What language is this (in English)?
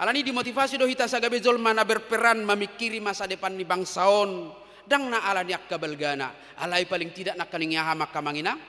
Batak Toba